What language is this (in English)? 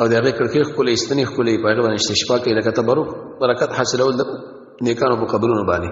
Pashto